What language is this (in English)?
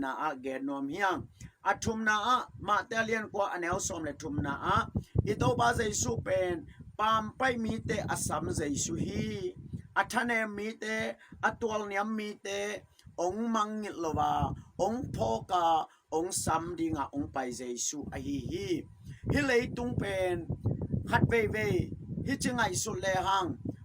Tedim Chin